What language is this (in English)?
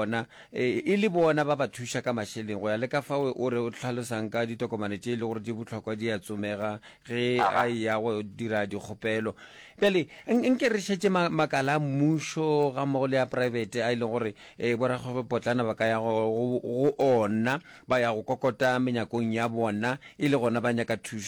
Northern Sotho